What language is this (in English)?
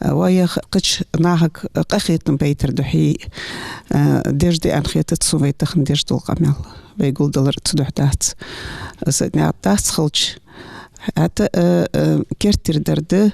Ingush